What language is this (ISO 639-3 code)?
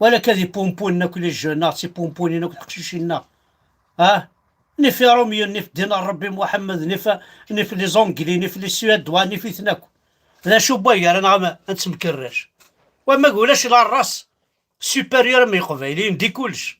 kab